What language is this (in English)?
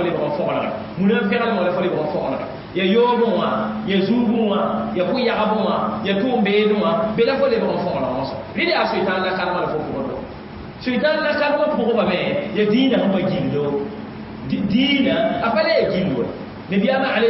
Mossi